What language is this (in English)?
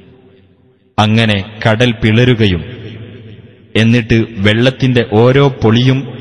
Malayalam